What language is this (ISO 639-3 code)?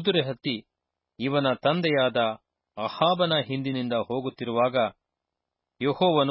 kan